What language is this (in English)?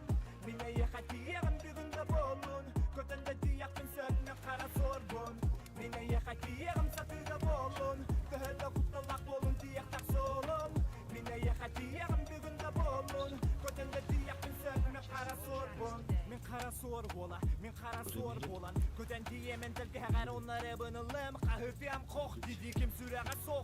Yakut